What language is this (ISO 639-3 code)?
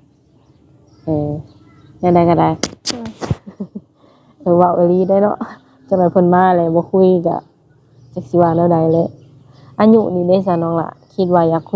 lao